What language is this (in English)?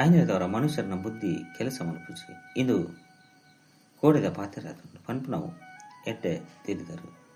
Tulu